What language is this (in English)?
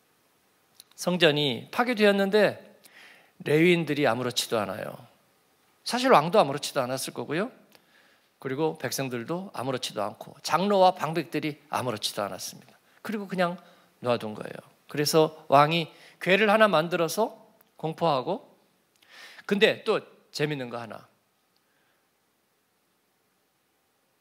Korean